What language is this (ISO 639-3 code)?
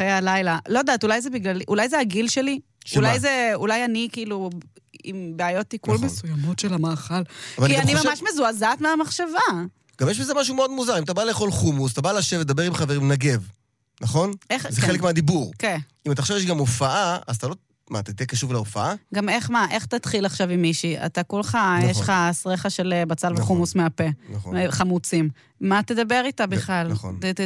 heb